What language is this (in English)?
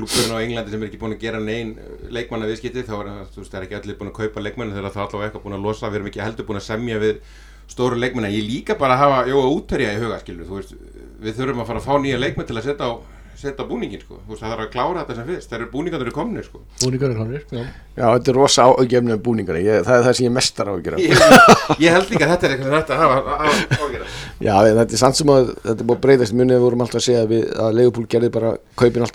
Icelandic